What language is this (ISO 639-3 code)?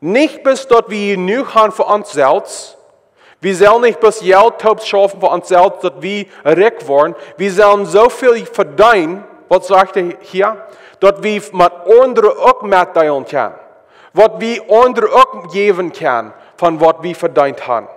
pdt